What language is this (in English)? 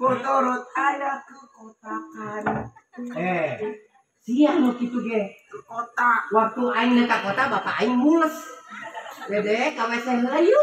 Sundanese